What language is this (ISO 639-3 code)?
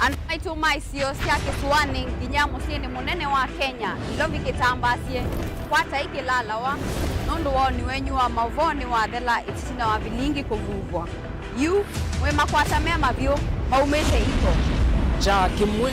kam